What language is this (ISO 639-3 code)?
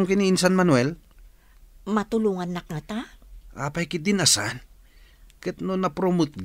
ilo